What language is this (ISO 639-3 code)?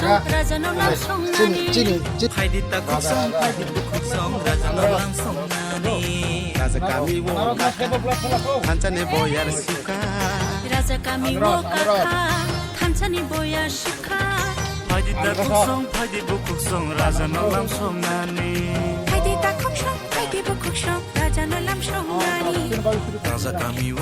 trp